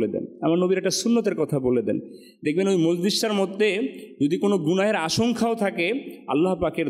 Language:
Bangla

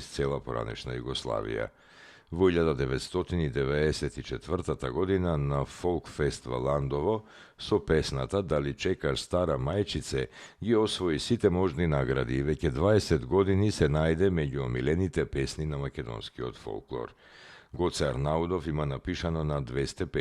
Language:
Macedonian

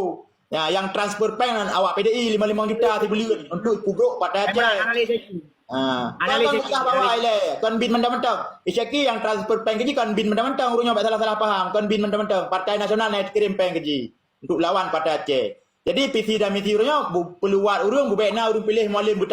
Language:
Achinese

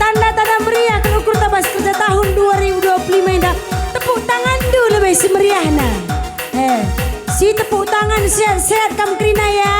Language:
Batak Karo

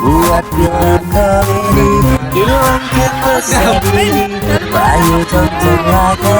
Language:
Musi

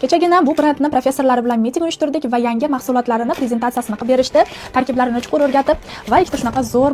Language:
Uzbek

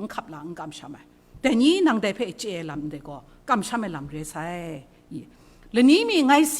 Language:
Kachin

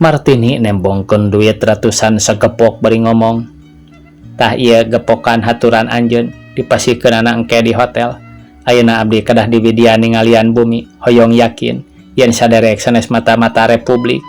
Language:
Sundanese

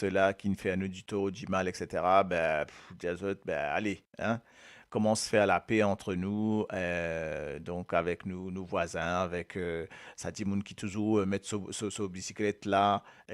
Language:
Morisyen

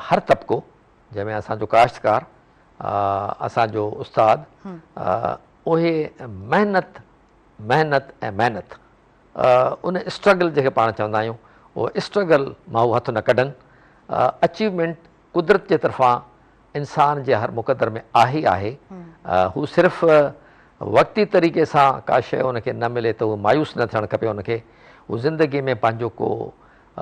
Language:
Sindhi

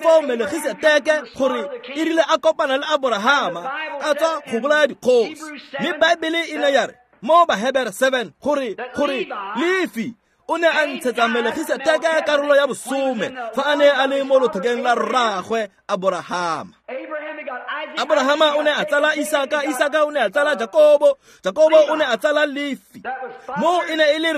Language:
Tswana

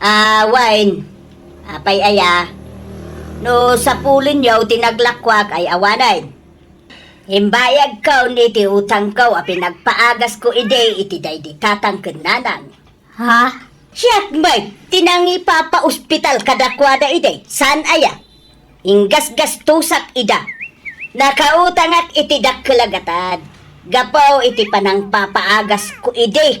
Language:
Iloko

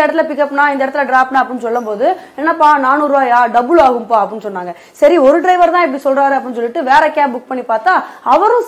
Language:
Tamil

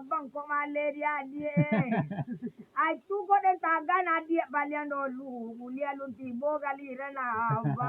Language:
Minangkabau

